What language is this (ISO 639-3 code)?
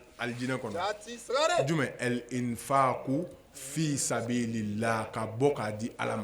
bam